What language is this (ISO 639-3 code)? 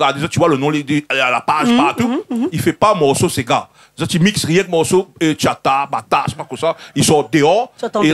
rcf